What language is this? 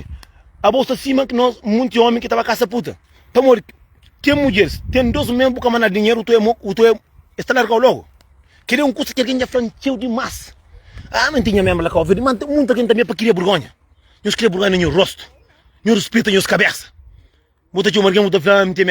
Kabuverdianu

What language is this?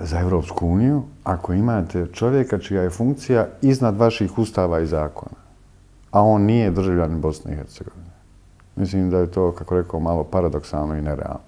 Bosnian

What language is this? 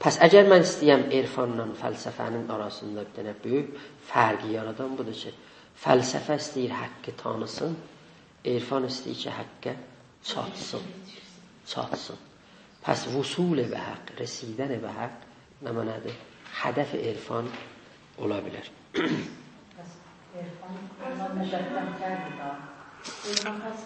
South Azerbaijani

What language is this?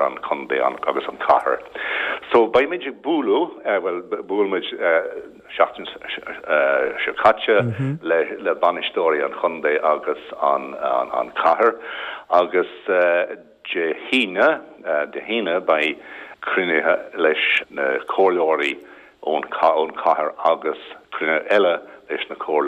Irish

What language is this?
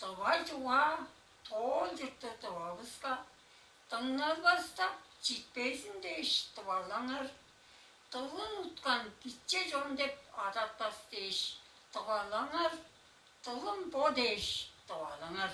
Tuvinian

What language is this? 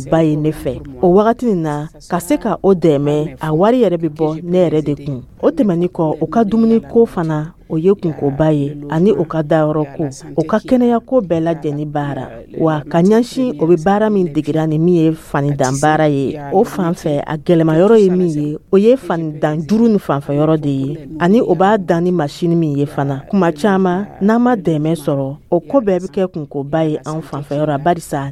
Dyula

